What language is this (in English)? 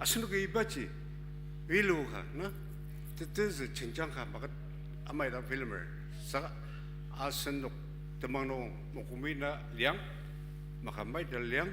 Ao Naga